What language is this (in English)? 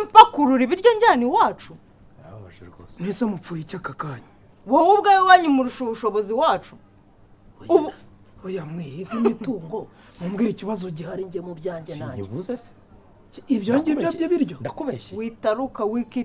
Kinyarwanda